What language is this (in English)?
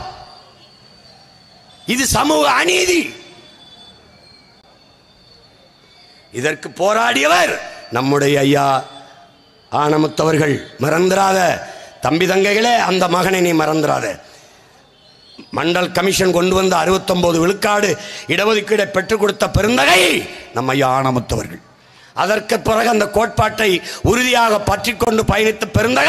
Tamil